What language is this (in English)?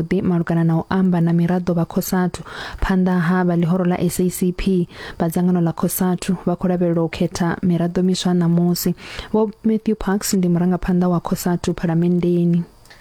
Venda